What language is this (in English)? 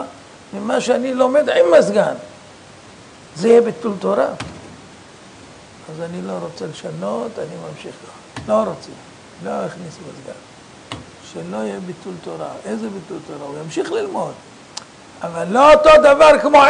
Hebrew